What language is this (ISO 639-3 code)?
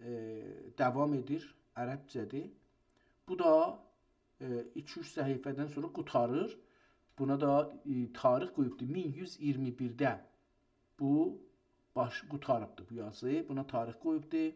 azb